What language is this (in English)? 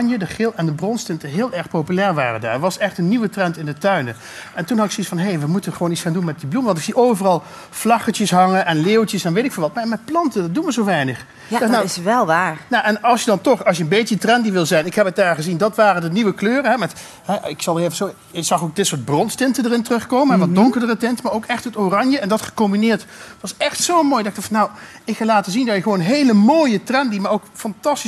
Dutch